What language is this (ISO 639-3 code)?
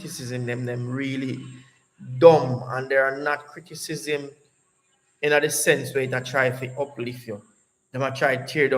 jam